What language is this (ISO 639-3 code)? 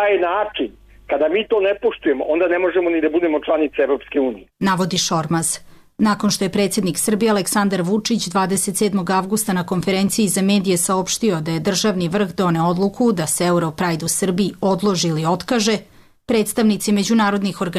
srp